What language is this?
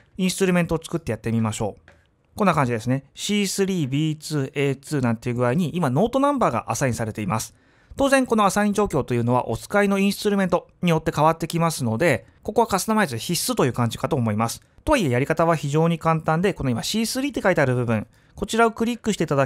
Japanese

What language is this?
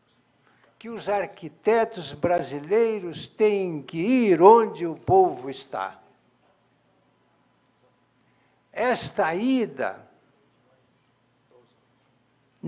Portuguese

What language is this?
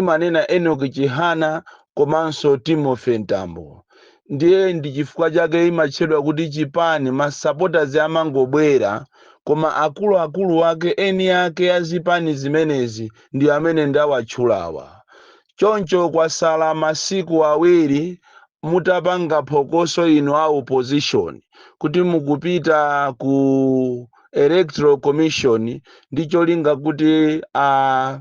Nyanja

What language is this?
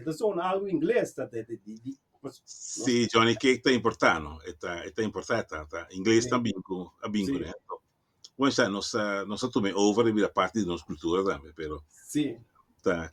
Papiamento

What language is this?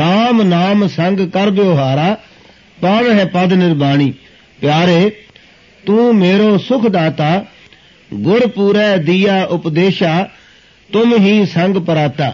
Punjabi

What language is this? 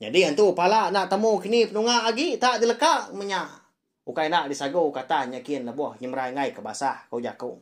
Iban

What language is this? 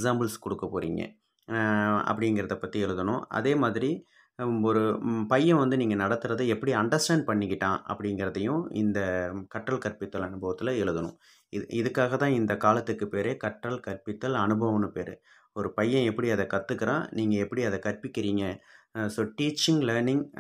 Tamil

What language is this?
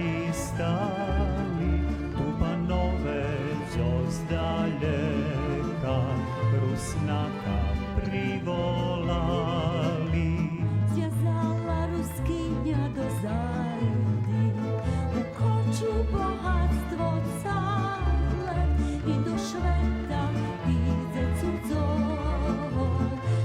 Rusyn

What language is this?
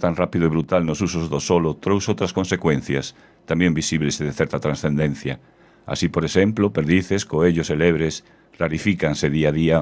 Galician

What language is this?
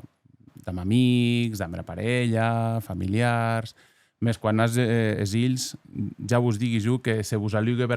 Occitan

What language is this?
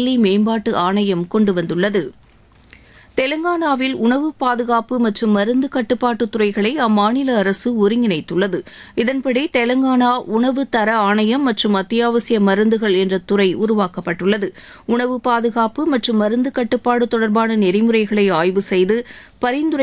Tamil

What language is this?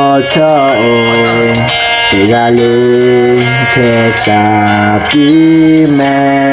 Lahu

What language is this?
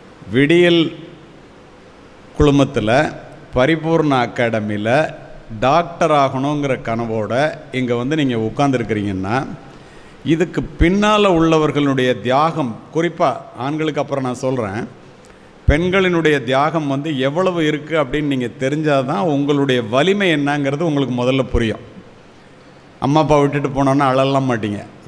Tamil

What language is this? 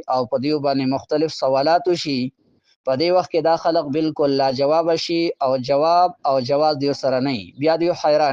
Pashto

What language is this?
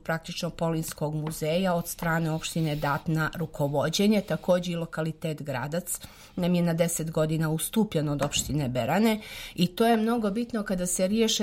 Serbian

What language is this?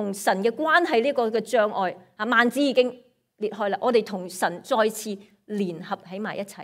Cantonese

